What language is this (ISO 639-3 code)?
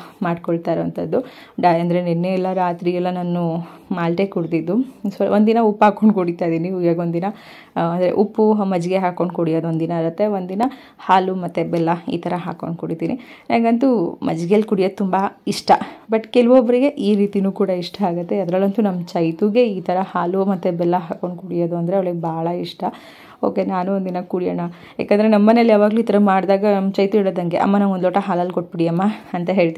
kan